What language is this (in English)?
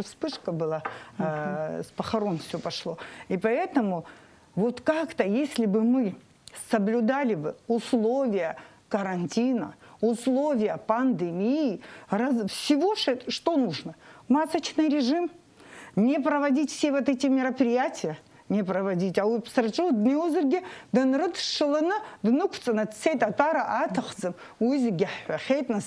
Abkhazian